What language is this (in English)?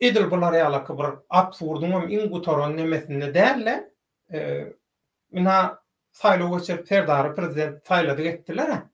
Turkmen